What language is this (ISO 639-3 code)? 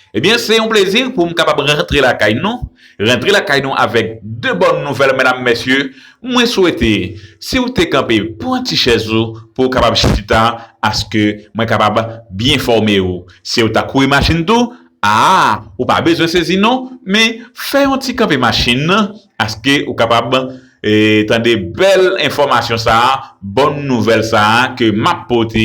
hat